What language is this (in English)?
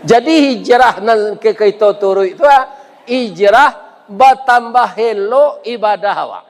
Minangkabau